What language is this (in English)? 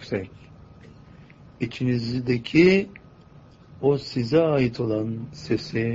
Turkish